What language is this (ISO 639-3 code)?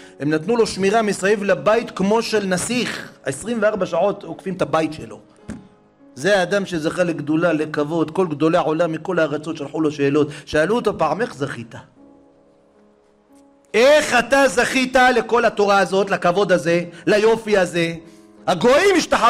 heb